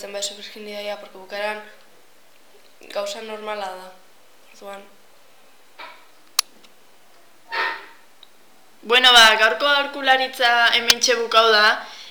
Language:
Basque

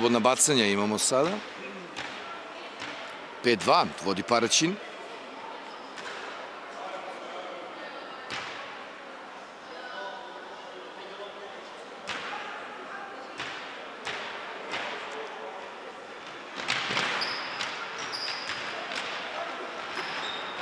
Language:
Serbian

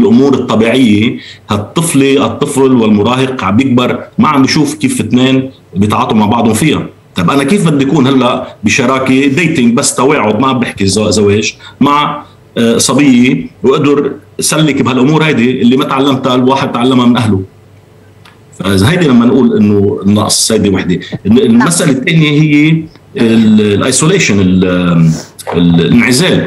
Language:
North Levantine Arabic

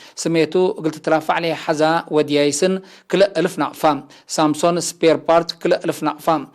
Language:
Tigre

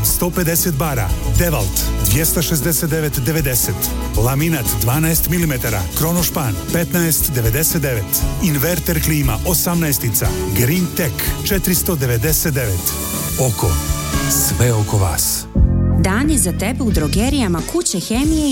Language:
Serbian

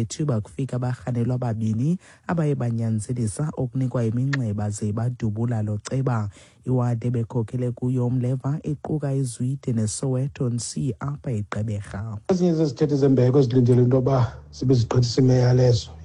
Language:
Xhosa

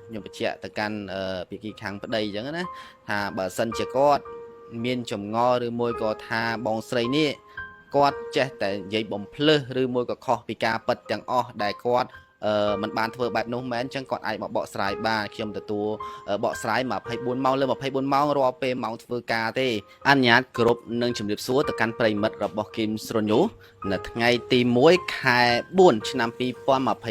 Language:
Khmer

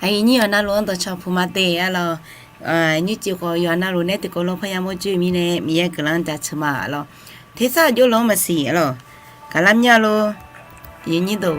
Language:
Akha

